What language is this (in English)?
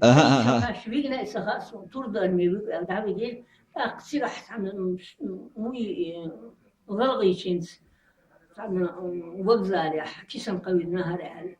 Chechen